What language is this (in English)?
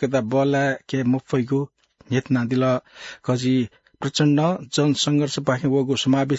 Newari